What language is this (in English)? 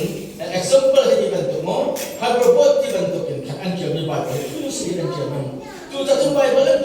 Hakha Chin